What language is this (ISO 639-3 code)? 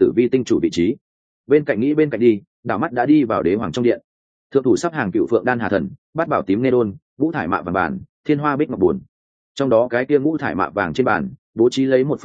vie